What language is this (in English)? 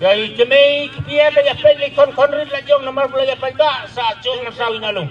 Khasi